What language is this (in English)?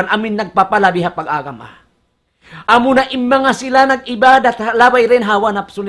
Tausug